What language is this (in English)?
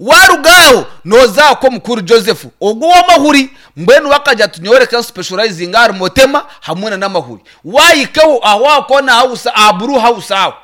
Nyankole